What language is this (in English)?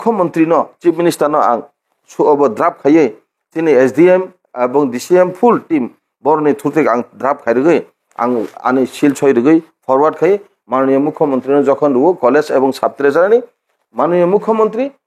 Kok Borok